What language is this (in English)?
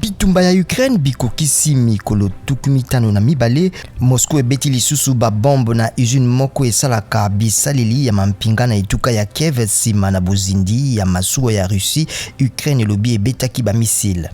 Lingala